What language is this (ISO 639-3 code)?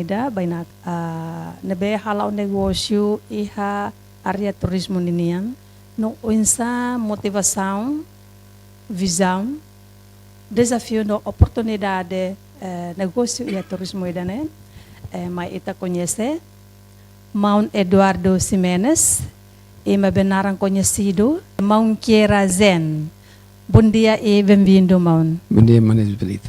tet